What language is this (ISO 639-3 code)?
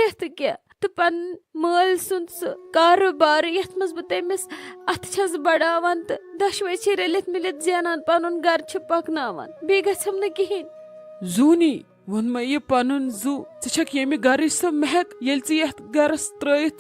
kas